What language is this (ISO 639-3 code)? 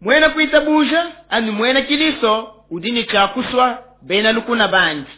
lua